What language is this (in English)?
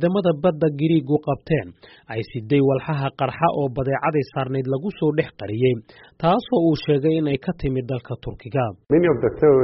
Somali